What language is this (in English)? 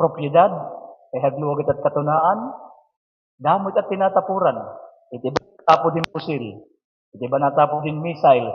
Waray